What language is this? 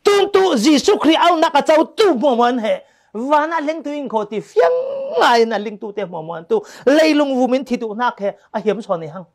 Falam Chin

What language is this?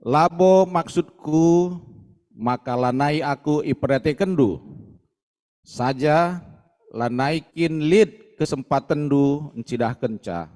Batak Karo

